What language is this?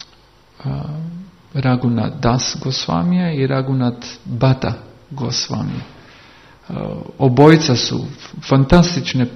Croatian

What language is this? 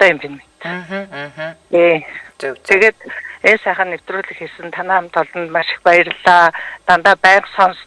Mongolian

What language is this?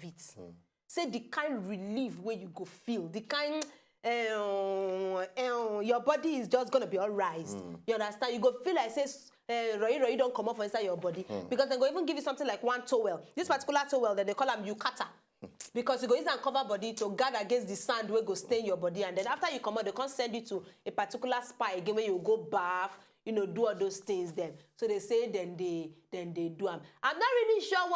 Nigerian Pidgin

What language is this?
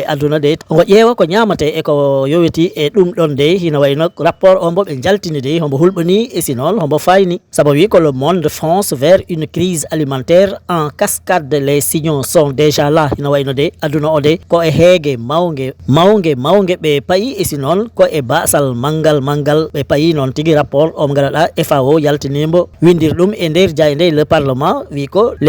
Fula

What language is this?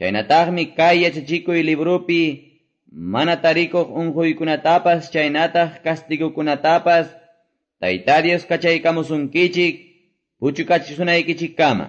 Quechua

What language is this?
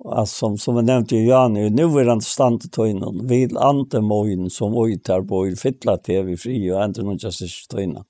Faroese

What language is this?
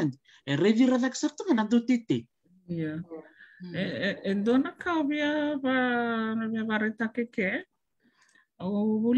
Fijian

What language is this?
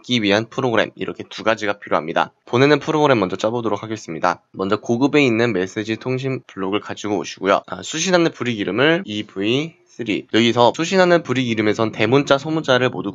Korean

